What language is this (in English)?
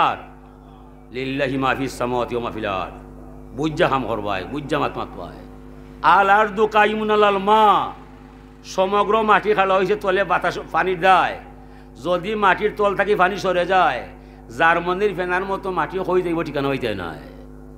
Sylheti